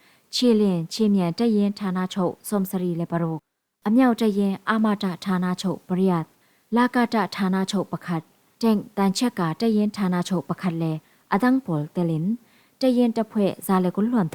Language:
Falam Chin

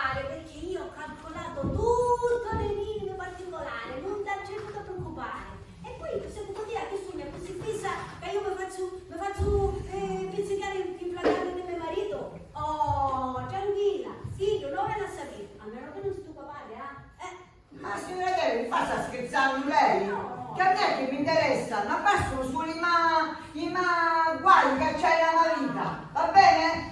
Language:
Sicilian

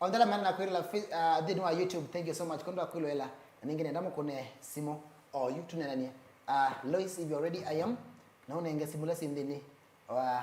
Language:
Kamba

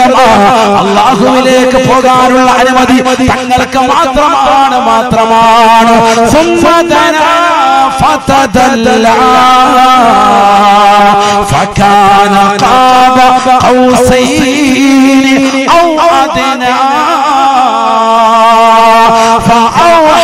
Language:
Malayalam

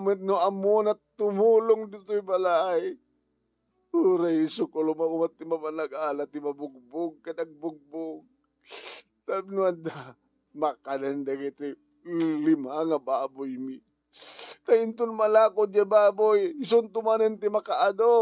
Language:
Iloko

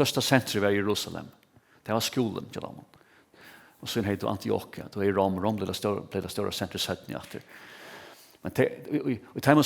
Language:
Faroese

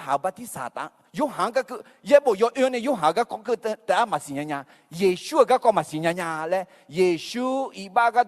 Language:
Akha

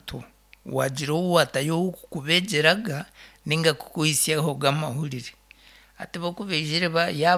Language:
Nyankole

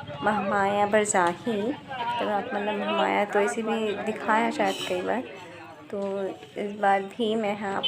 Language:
Chhattisgarhi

